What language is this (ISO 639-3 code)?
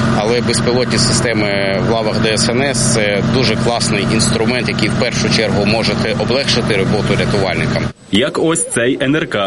ukr